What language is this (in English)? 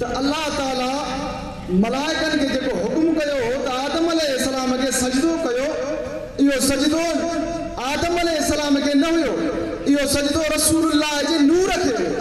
Sindhi